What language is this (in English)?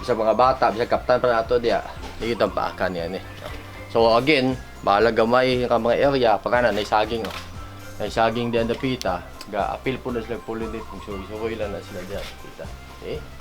Cebuano